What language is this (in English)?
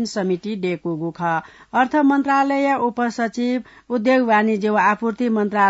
Newari